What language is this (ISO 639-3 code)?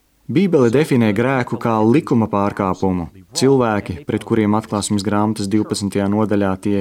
lav